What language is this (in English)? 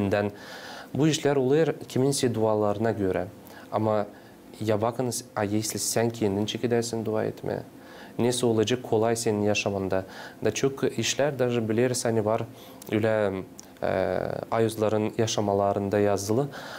Gagauz